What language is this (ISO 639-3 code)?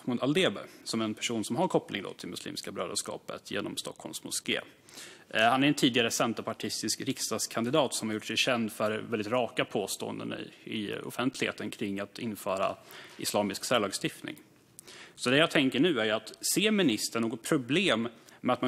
swe